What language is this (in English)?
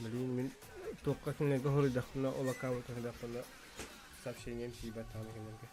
Yakut